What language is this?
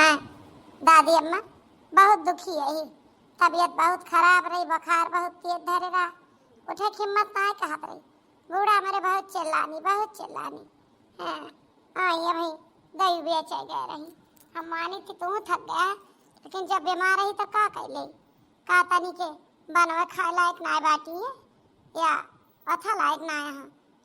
Awadhi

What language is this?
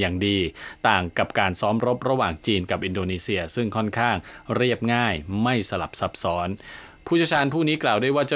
Thai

